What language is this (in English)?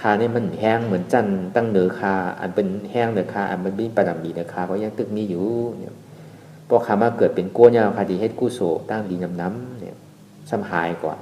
Shan